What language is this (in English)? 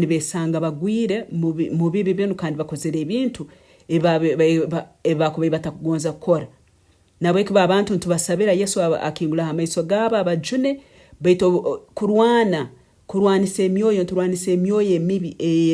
Nyankole